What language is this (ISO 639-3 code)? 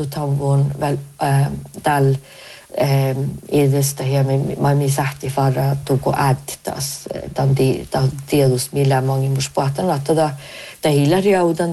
sme